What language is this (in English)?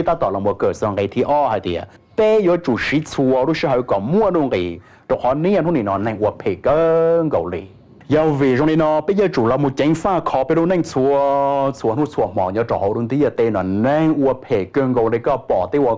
Hmong